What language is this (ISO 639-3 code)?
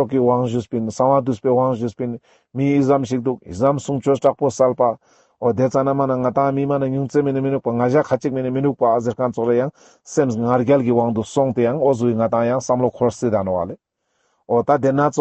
lbj